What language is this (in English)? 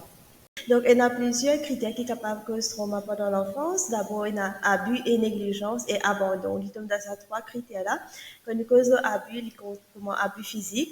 Morisyen